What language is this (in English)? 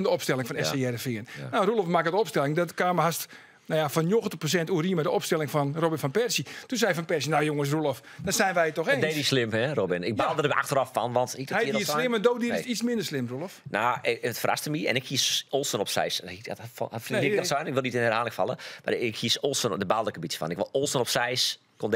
Western Frisian